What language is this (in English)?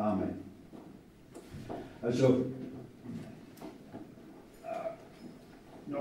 German